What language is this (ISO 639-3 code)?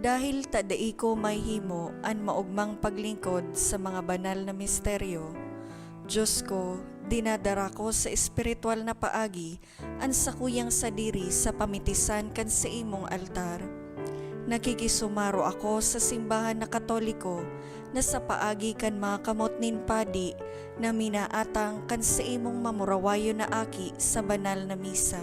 bik